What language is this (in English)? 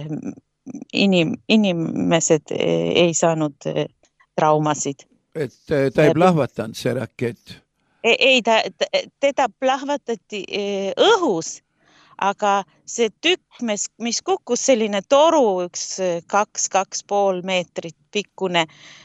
Estonian